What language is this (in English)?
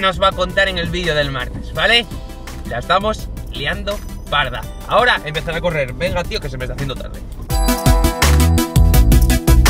Spanish